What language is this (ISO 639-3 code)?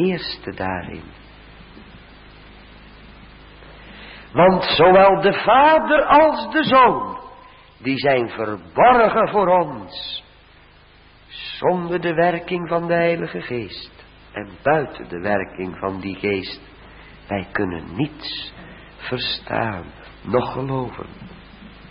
nld